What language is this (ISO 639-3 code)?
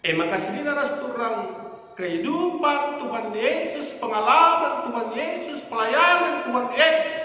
btx